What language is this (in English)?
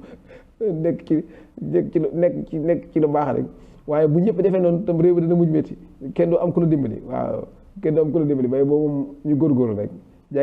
Wolof